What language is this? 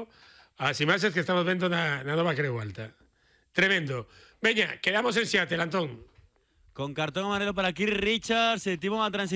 Galician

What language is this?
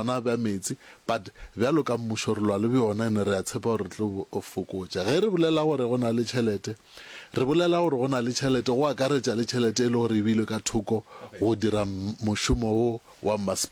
Northern Sotho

